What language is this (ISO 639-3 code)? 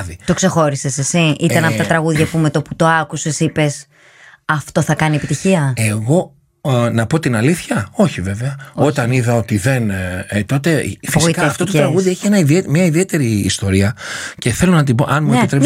ell